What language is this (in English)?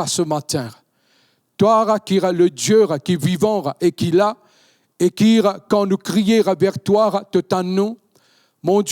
Morisyen